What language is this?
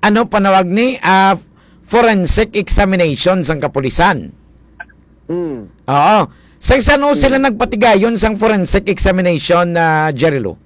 Hiligaynon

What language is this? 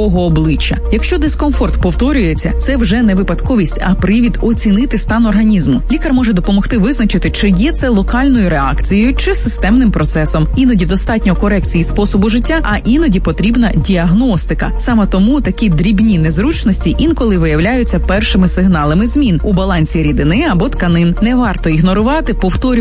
Ukrainian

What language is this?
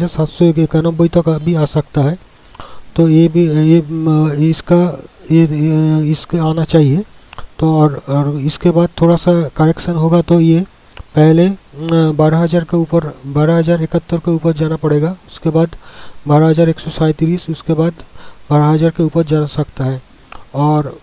Hindi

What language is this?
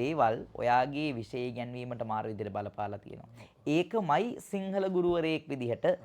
Sinhala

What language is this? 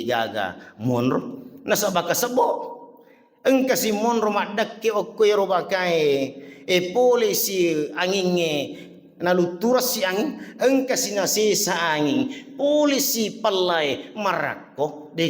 Buginese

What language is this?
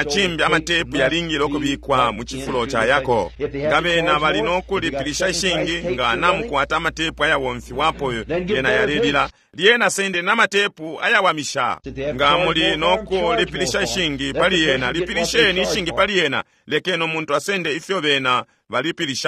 Bemba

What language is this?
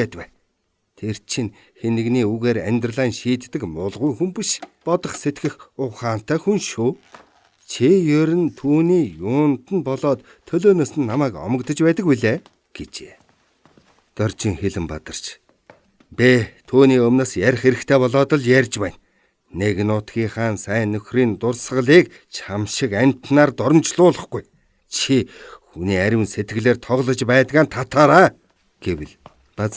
Mongolian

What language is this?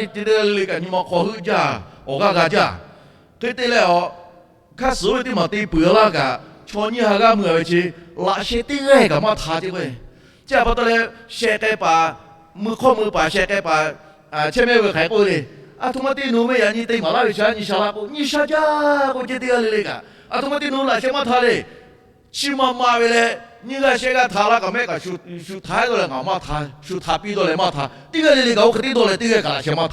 Lahu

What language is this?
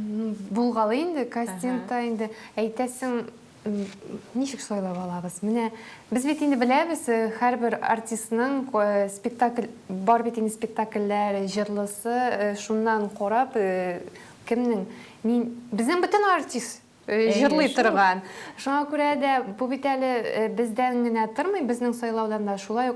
Tatar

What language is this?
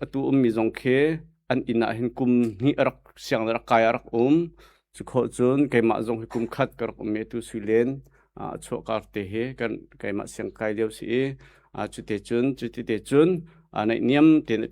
Hakha Chin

